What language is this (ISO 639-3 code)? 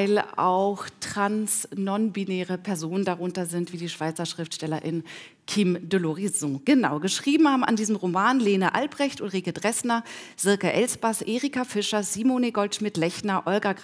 deu